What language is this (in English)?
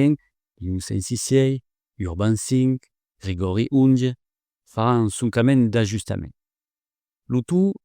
Occitan